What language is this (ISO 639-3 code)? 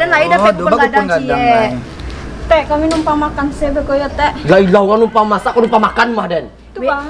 min